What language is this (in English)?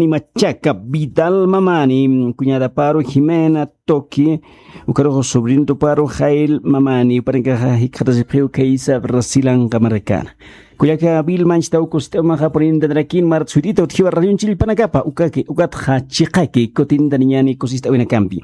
Aymara